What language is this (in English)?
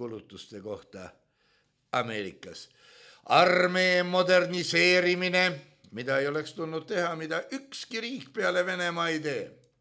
Estonian